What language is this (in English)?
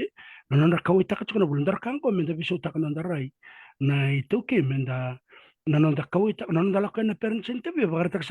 Fijian